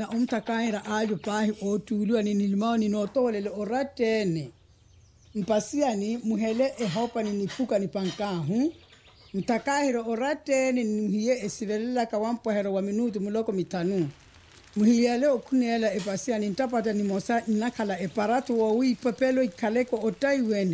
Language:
Makhuwa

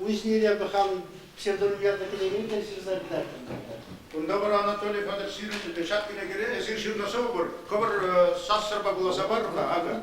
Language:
Chuvash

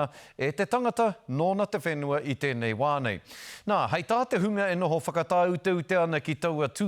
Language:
Māori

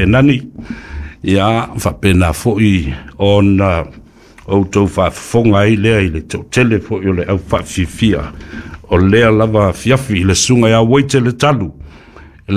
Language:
Samoan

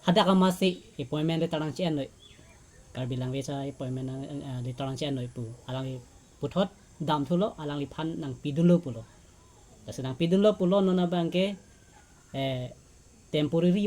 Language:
Karbi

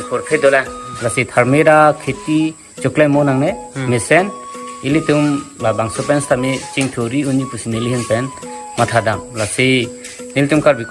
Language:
Karbi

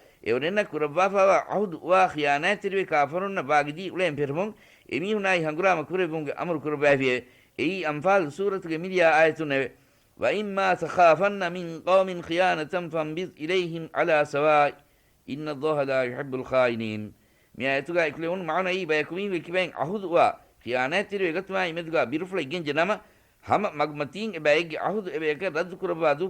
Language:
Divehi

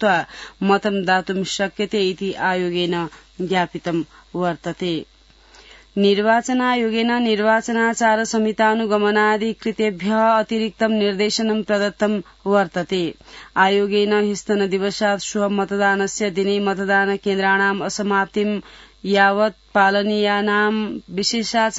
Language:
Sanskrit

